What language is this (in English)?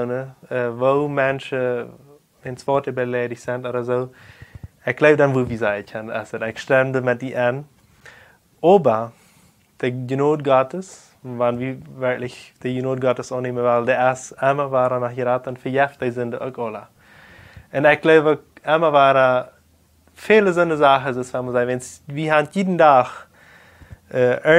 Plautdietsch